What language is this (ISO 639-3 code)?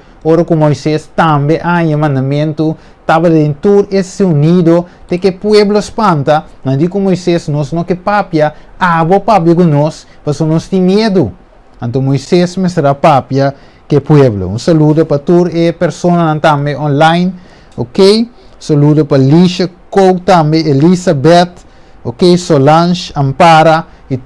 pap